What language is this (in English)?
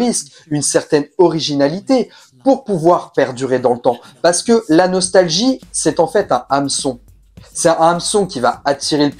French